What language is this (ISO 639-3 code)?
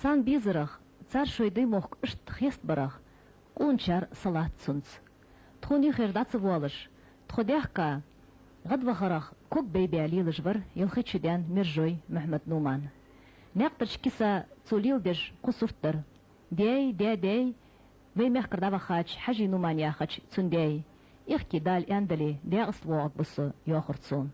inh